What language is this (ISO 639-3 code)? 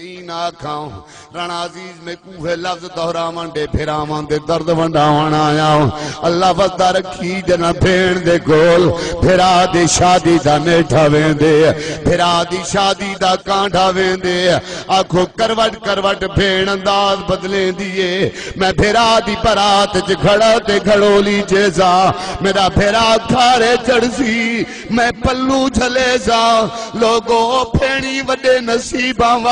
skr